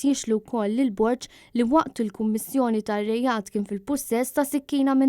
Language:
Maltese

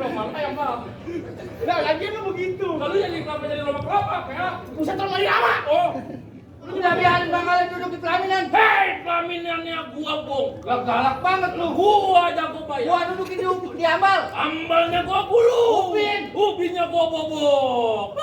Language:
Betawi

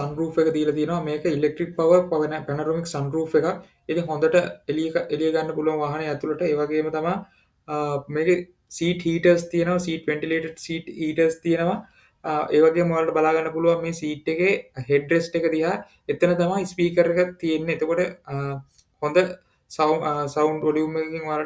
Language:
Sinhala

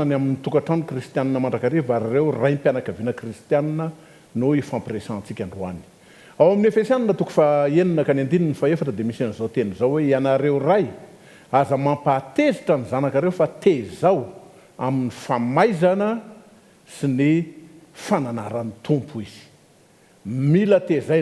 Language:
Malagasy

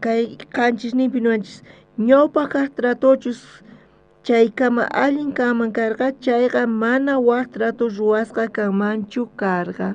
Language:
South Bolivian Quechua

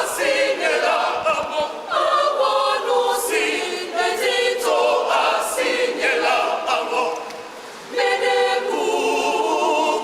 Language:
Ewe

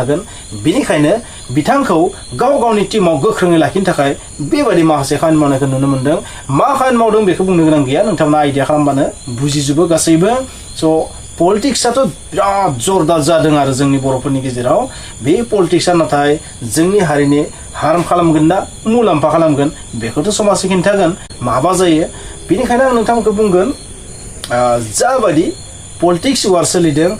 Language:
Bodo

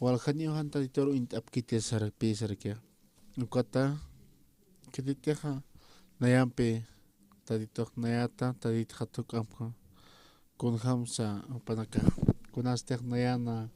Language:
Aymara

